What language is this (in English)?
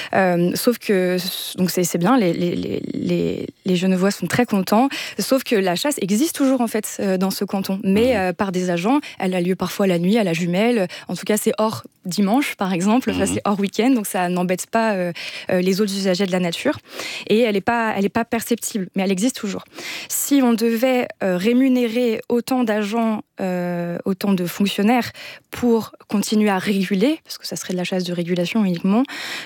French